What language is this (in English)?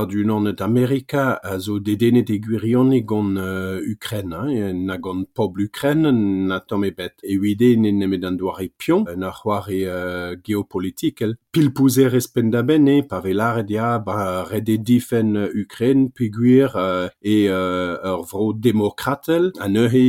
Breton